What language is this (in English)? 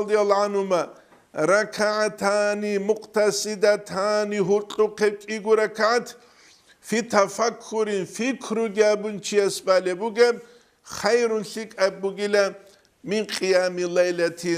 Avaric